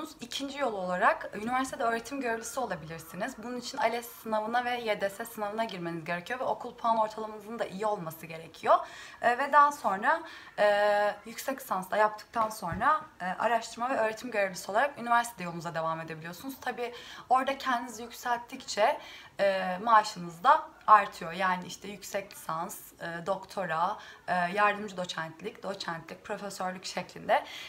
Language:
Turkish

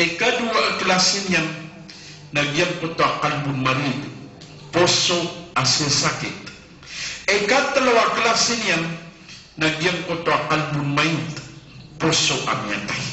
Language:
Maranao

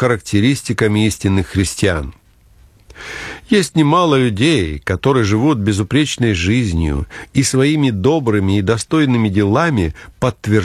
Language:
Russian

